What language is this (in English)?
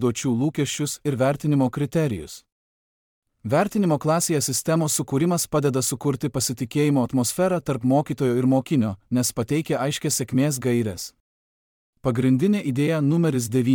Lithuanian